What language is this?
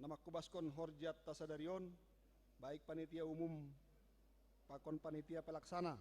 Batak Simalungun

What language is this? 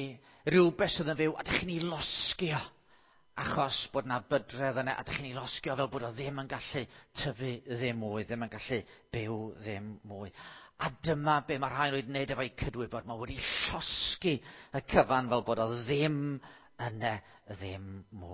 Welsh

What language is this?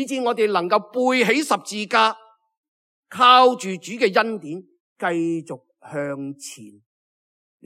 Cantonese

